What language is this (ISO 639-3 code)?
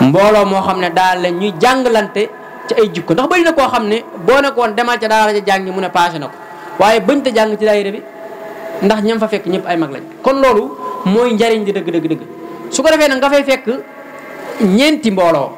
wol